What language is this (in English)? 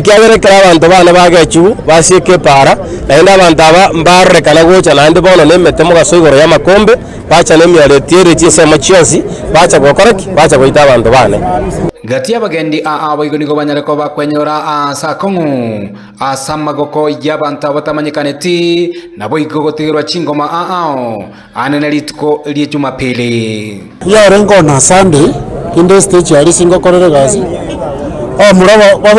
Gusii